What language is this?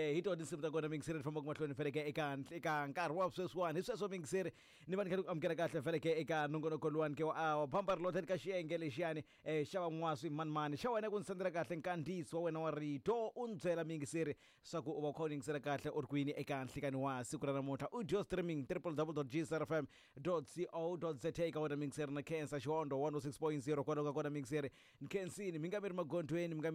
Tsonga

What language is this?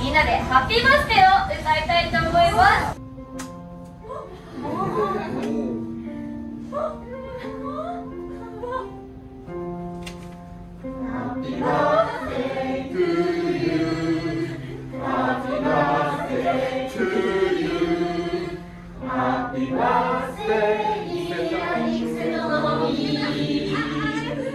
Japanese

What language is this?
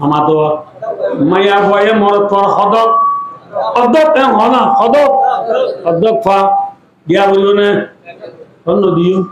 Rohingya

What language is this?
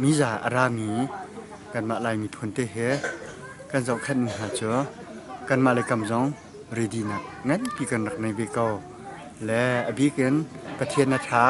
Hakha Chin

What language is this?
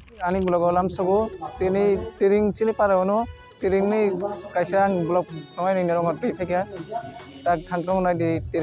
Kok Borok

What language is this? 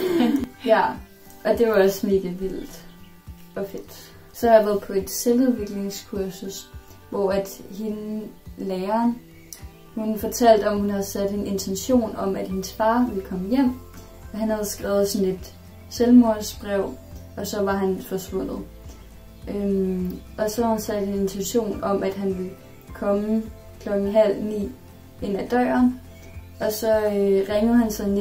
Danish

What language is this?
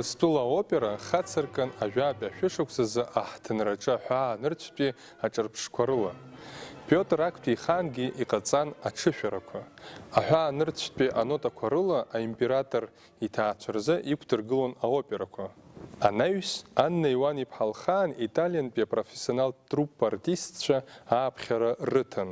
Abkhazian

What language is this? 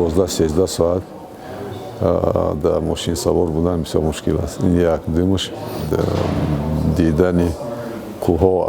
Tajik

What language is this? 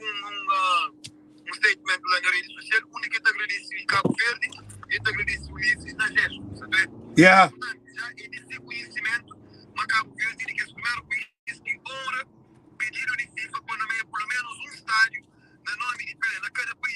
Kabuverdianu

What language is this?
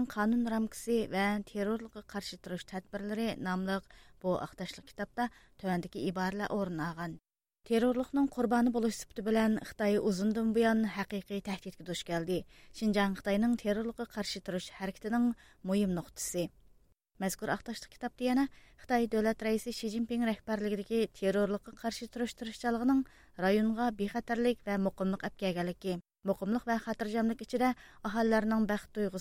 Uyghur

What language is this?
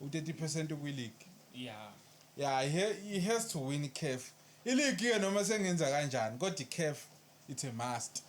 Zulu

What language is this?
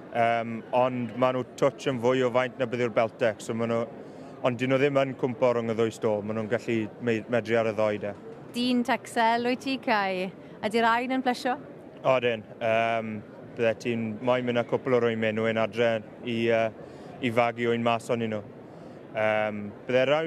Welsh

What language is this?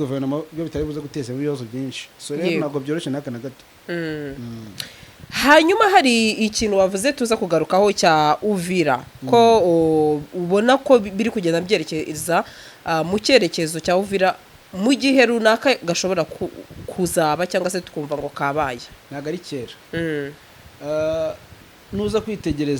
Kinyarwanda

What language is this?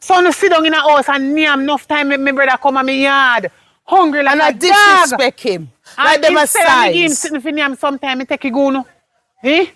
Jamaican Creole English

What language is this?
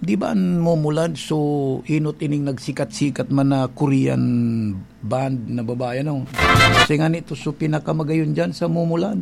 Bikol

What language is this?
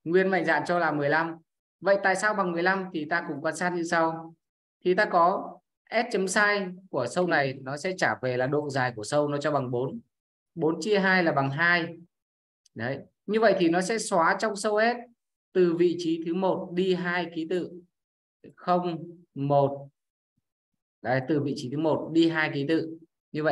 Vietnamese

